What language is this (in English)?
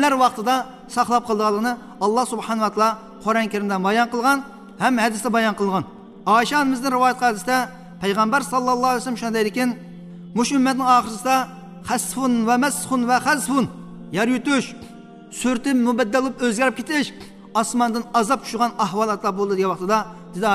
Uyghur